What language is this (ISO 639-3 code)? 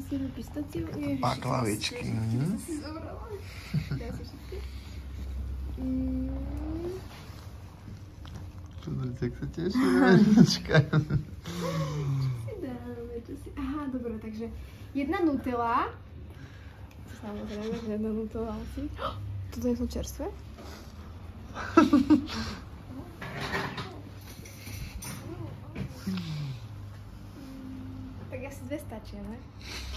slk